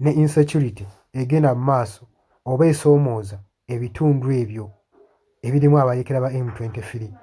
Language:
Ganda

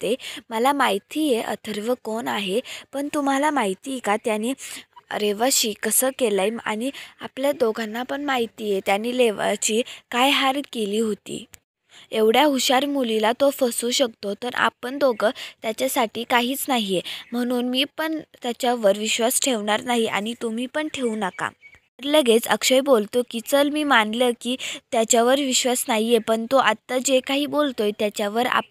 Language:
Marathi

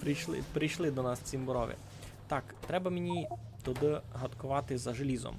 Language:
Rusyn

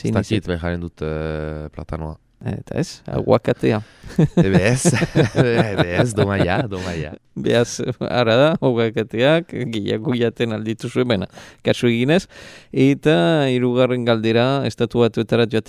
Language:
Basque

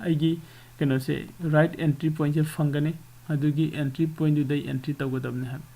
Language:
Manipuri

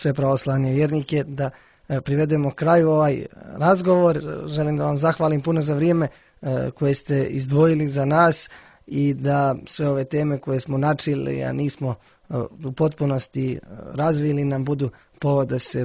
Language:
Serbian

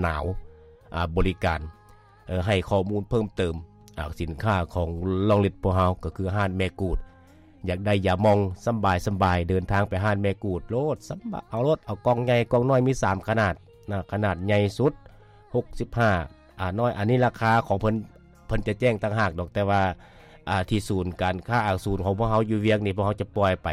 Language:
Lao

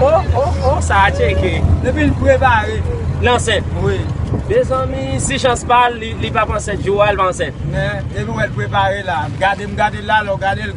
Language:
Haitian Creole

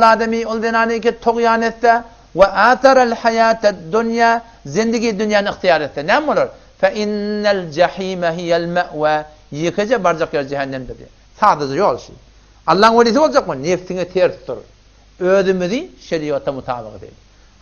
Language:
Turkmen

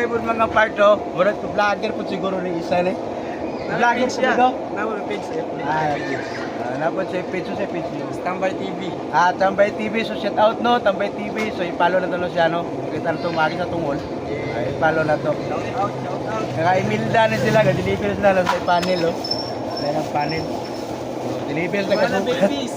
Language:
Cebuano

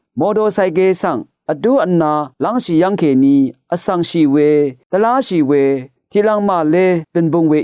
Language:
Rawang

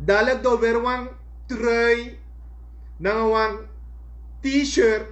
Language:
Sranan Tongo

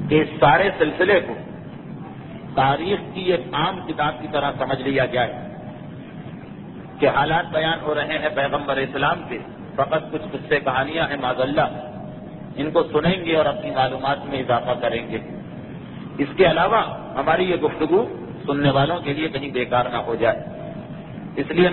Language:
Urdu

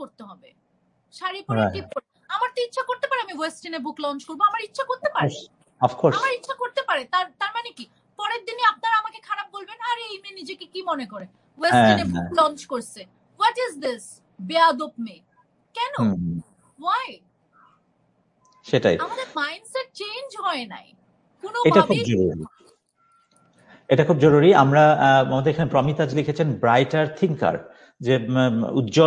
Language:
Bangla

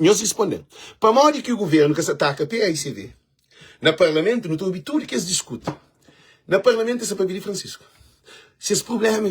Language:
Kabuverdianu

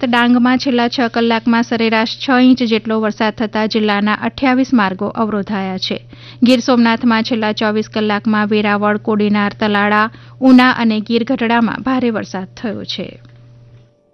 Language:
Gujarati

